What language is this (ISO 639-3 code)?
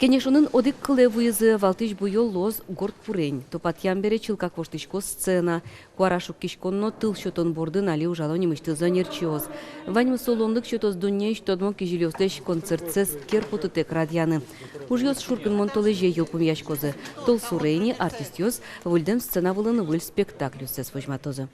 udm